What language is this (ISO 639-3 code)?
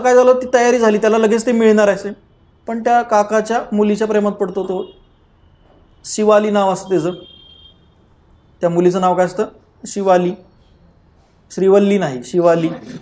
mar